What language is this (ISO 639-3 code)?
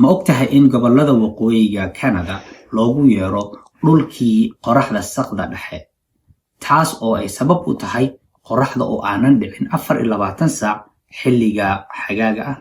som